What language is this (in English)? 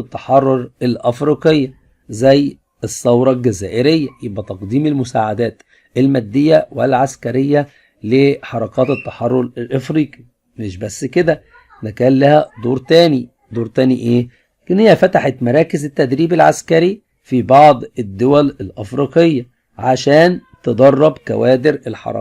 Egyptian Arabic